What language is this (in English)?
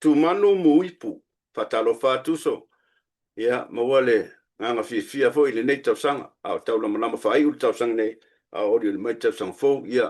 Samoan